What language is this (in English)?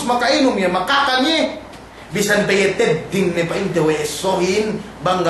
Yakan